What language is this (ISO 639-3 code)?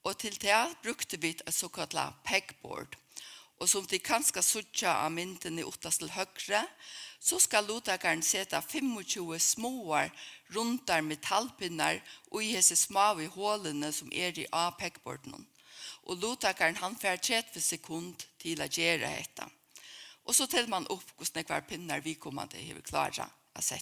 fao